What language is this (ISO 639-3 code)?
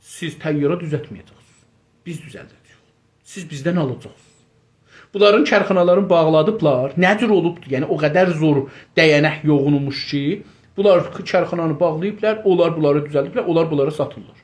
azb